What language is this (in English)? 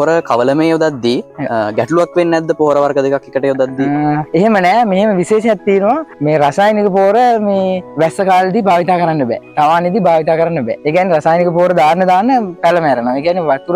Sinhala